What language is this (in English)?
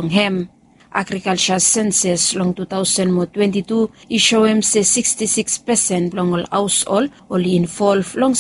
Bislama